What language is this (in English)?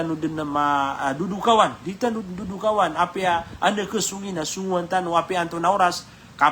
Maranao